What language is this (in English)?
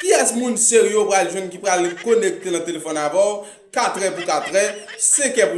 Haitian Creole